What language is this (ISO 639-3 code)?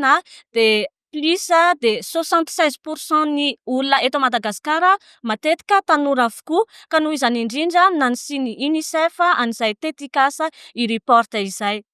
mlg